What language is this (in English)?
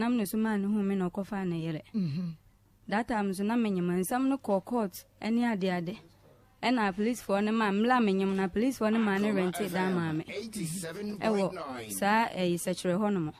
Akan